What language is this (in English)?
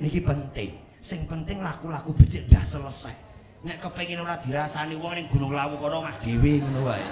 Javanese